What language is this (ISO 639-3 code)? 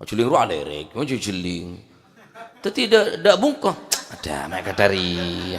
mad